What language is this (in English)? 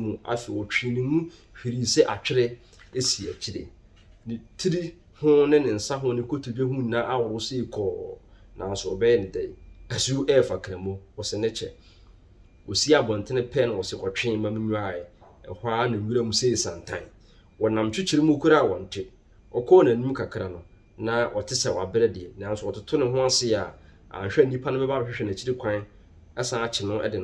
Akan